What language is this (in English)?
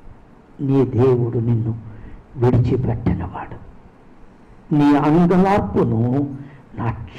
Telugu